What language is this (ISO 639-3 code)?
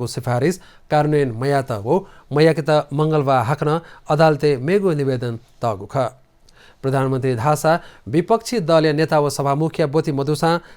new